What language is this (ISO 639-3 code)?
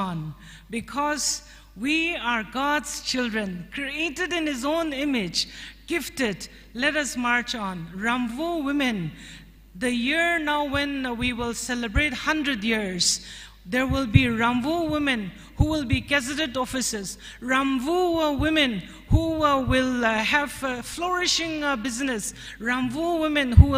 nmf